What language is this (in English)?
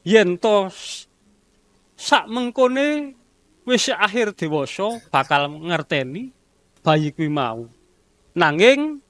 Javanese